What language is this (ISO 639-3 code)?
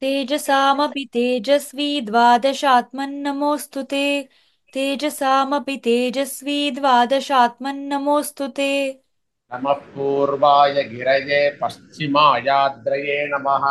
san